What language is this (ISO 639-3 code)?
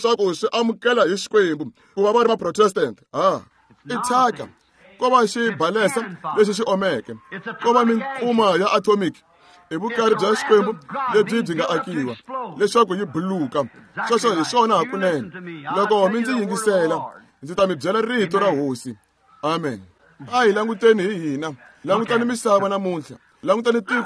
tso